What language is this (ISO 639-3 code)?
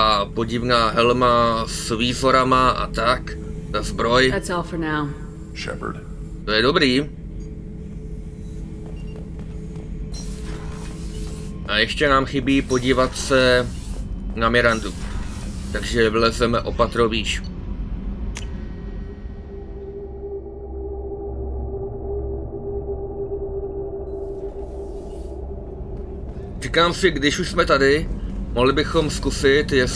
ces